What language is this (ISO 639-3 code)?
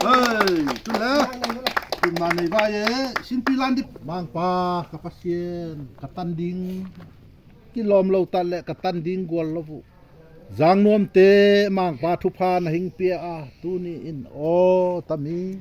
ctd